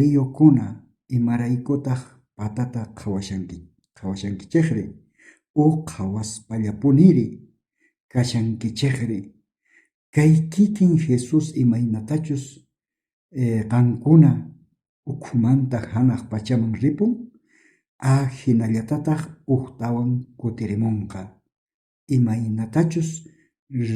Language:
South Bolivian Quechua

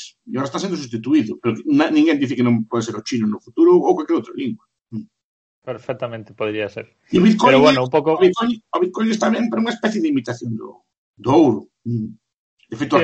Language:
Galician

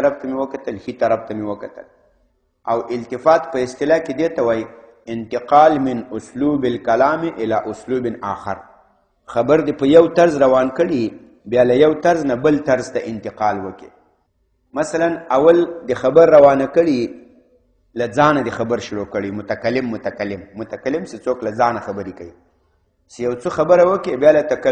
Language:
Pashto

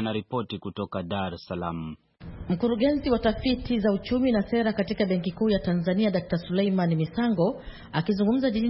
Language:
Swahili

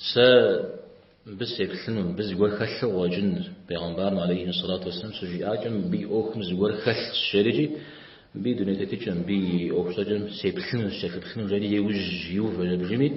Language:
Kabardian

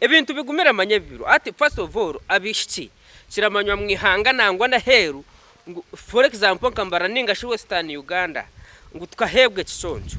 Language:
Nyankole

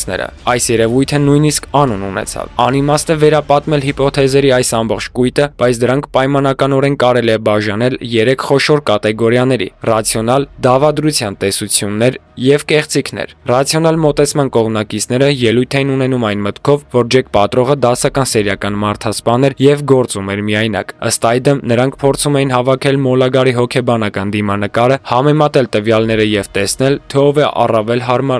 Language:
Armenian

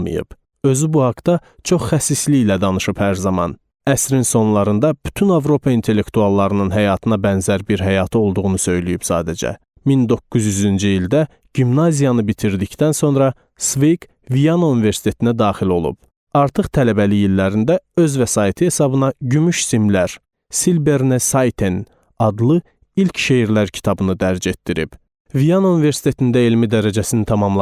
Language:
Azerbaijani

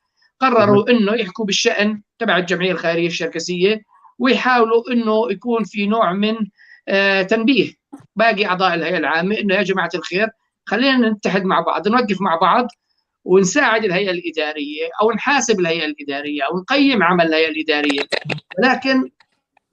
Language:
North Levantine Arabic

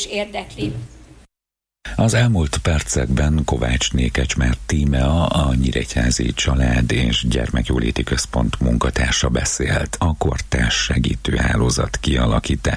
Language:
Hungarian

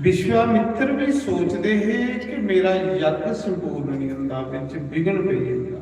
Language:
Dogri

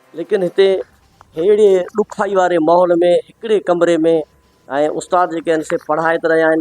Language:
Sindhi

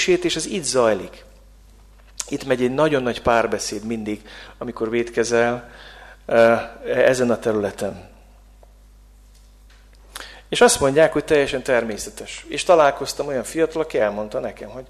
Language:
Hungarian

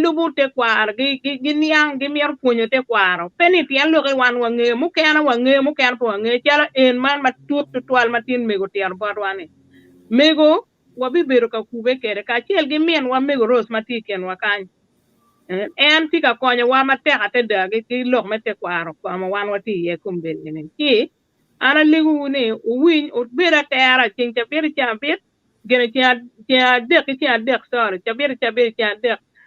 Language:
Acoli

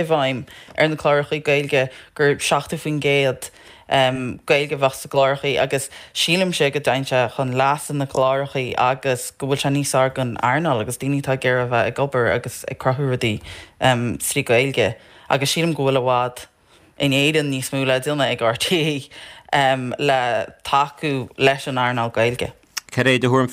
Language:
Irish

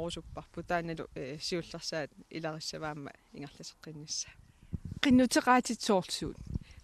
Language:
Kalaallisut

